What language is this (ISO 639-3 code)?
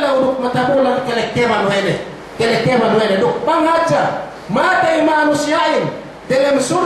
yka